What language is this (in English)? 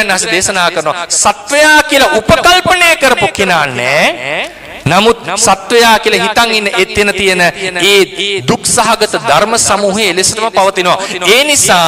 Sinhala